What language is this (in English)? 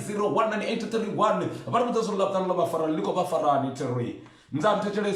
Venda